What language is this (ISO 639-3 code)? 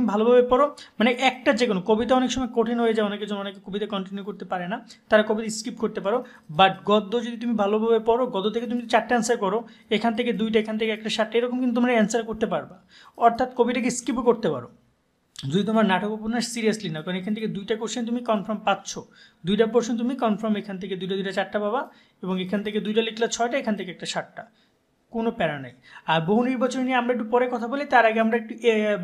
ben